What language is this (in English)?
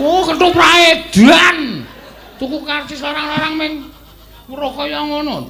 Javanese